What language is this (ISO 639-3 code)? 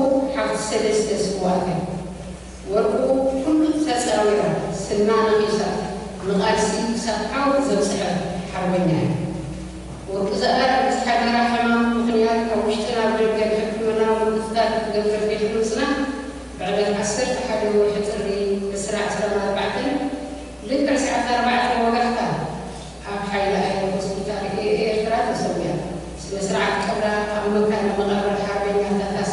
tir